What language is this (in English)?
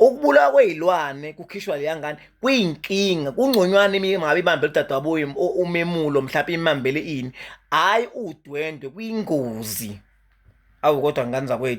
Zulu